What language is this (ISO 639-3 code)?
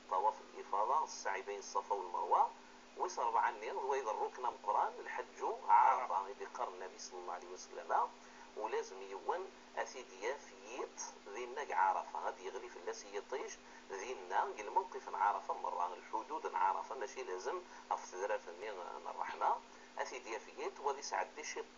kab